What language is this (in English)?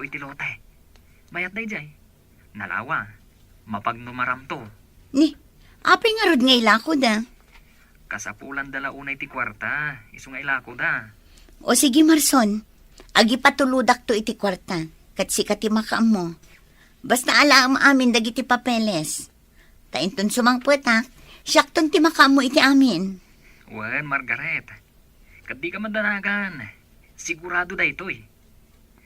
Iloko